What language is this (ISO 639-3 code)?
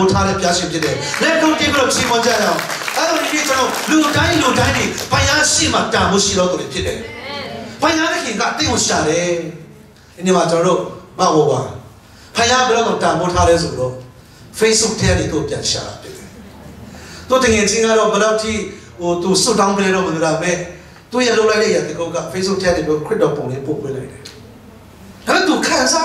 mya